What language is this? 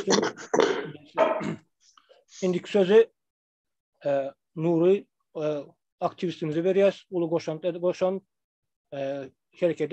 Turkmen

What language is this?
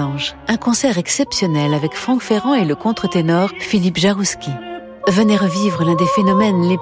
French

